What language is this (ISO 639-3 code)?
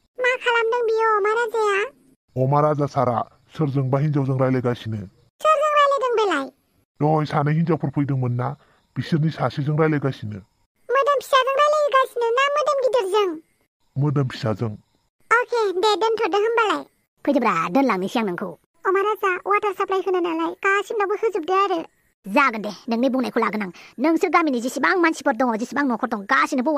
brx